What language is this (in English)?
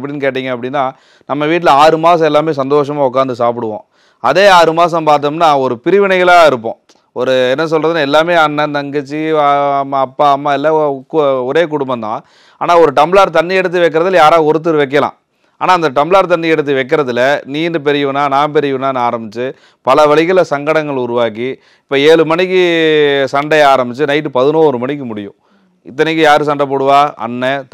Tamil